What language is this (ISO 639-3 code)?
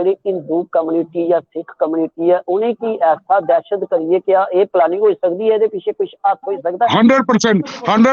doi